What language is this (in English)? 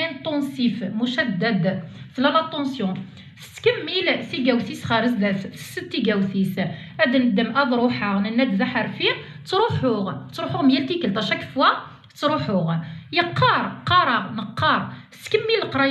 Kabyle